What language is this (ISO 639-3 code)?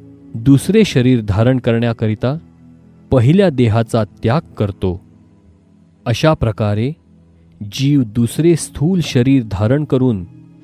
mar